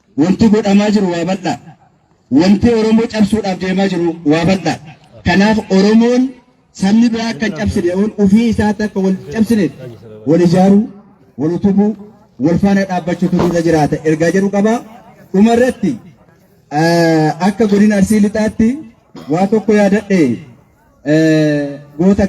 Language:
Oromo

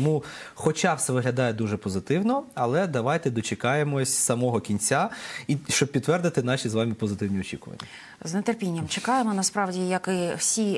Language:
Ukrainian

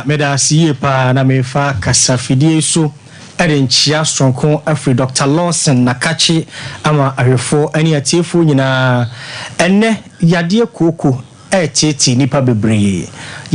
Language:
Akan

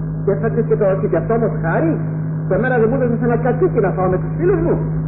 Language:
Greek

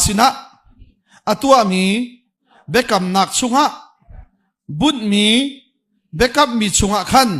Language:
Hakha Chin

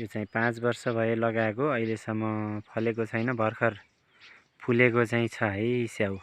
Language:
Nepali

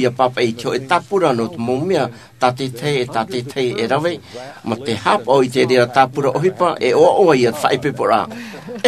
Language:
Tahitian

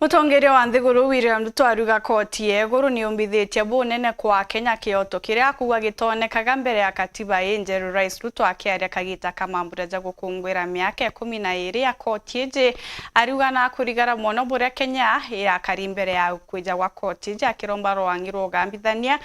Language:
Meru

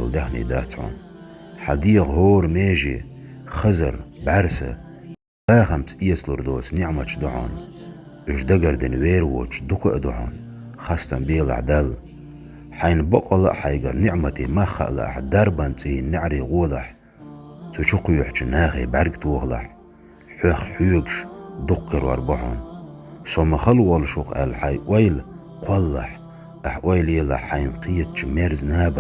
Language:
Chechen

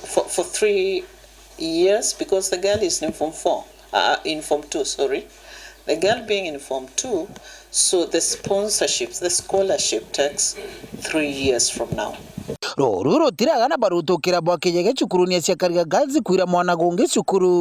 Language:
Meru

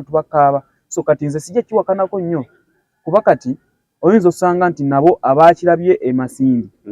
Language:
Ganda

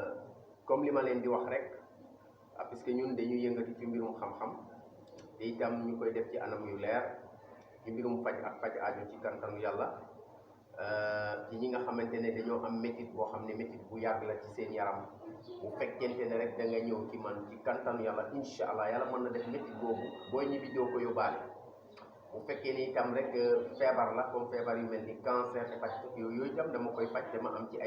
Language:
Wolof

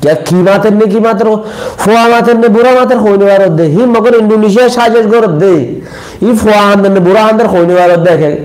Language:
Rohingya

